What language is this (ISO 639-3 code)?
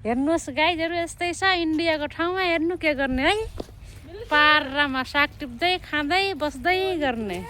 nep